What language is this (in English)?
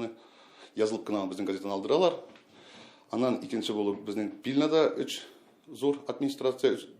Tatar